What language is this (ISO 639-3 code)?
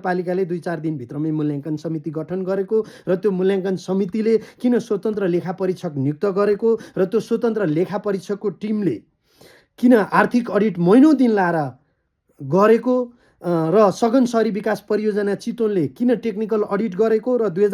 nep